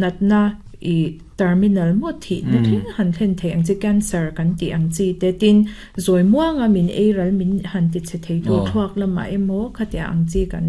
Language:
Mizo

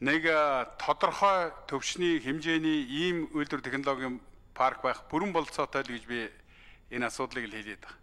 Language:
Mongolian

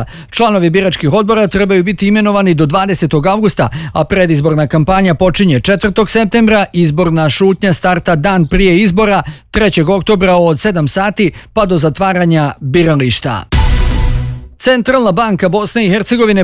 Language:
Bosnian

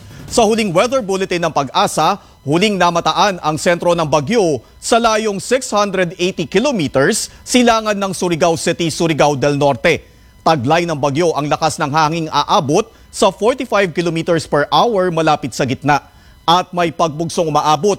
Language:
Filipino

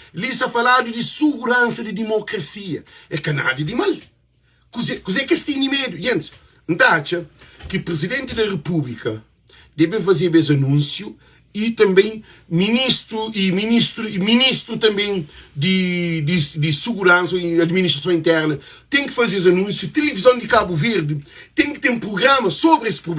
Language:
Kabuverdianu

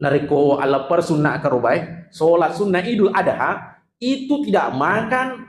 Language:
Buginese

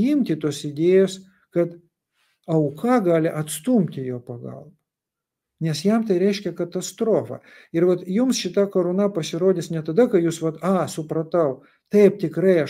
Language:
Lithuanian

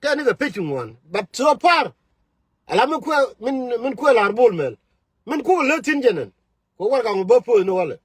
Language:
Nuer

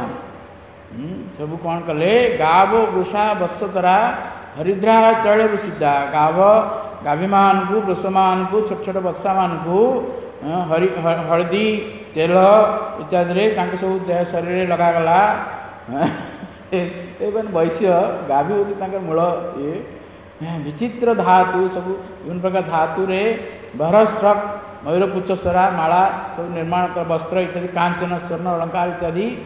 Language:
Odia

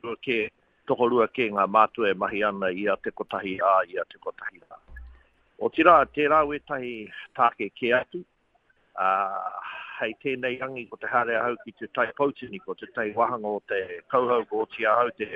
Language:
Māori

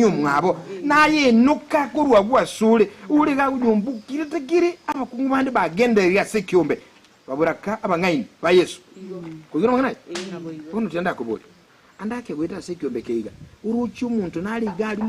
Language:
Gusii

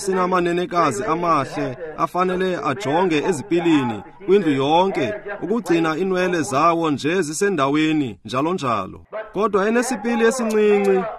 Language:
Xhosa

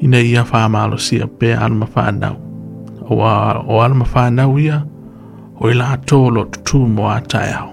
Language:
Samoan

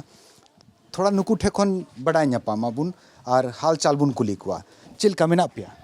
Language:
Santali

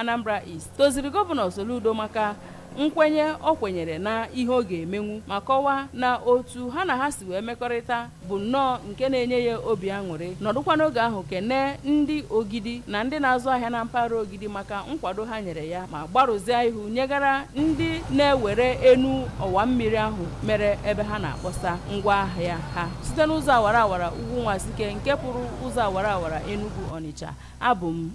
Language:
Igbo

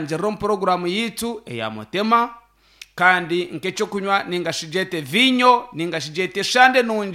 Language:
Nyankole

